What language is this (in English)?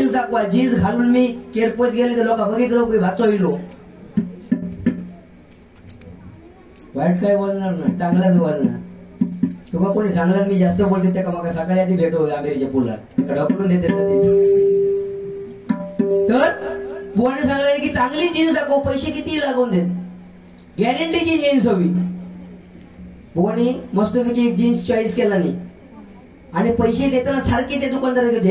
Marathi